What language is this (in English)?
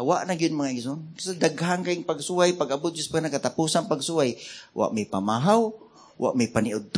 Cebuano